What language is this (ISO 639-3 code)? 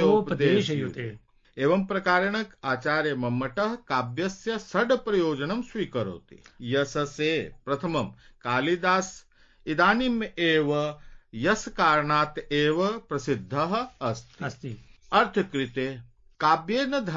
san